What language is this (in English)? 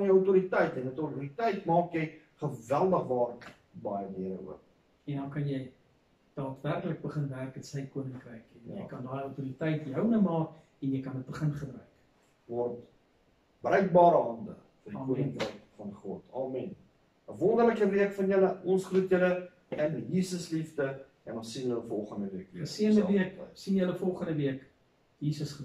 Afrikaans